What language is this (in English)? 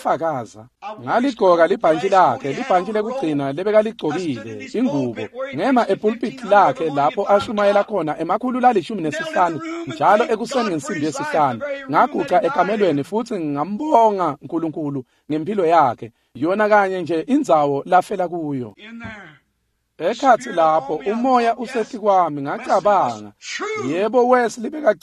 Swati